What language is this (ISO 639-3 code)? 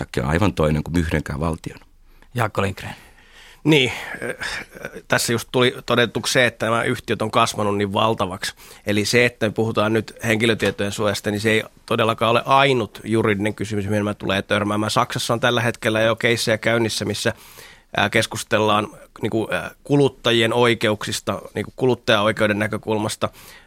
fin